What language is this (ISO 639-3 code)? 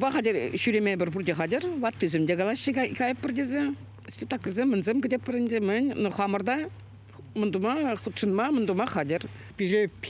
chv